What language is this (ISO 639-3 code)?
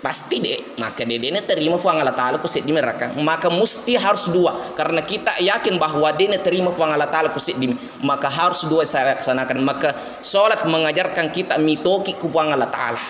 bug